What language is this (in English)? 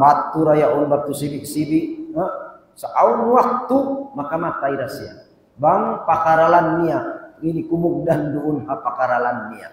Tausug